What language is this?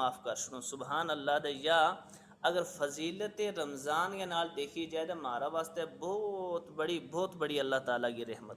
Gujari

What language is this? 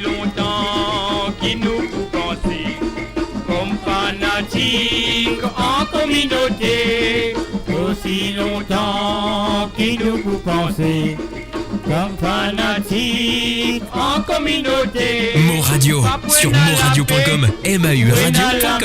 Morisyen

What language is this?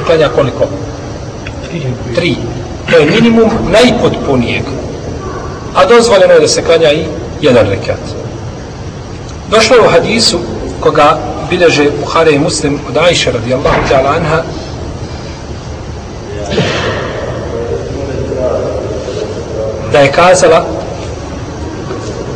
Bosnian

